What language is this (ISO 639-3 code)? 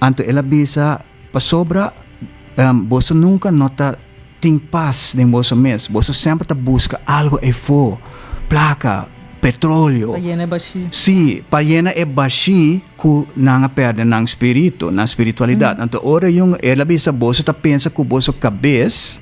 pap